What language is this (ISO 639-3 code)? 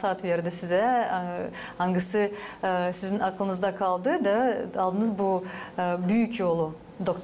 gag